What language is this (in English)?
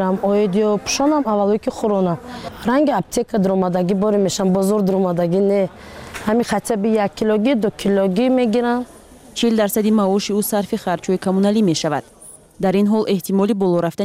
Tajik